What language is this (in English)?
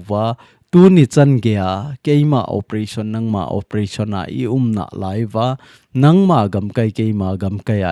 Thado Chin